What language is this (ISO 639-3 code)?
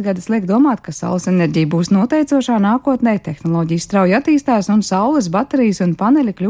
lav